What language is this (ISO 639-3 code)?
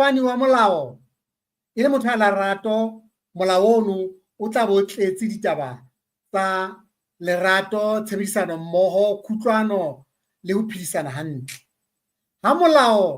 sot